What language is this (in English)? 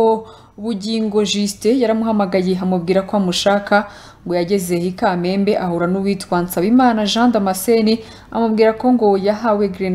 Kinyarwanda